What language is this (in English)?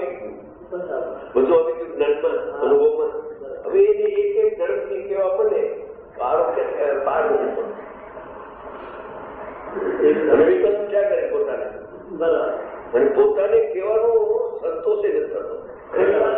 Gujarati